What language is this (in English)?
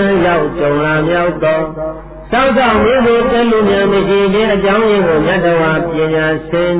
Burmese